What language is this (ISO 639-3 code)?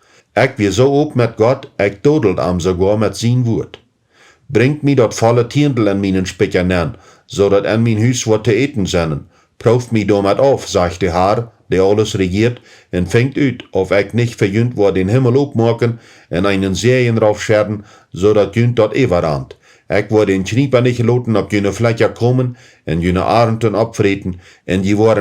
pdt